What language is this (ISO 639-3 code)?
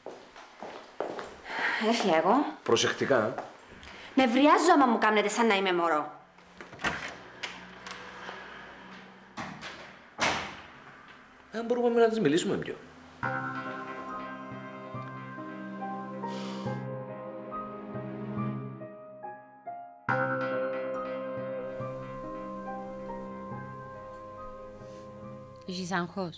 ell